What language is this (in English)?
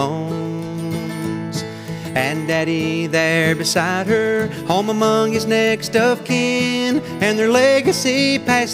English